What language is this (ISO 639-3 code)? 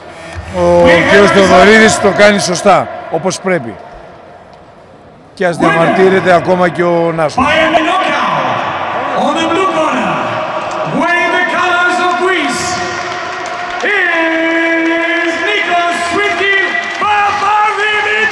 ell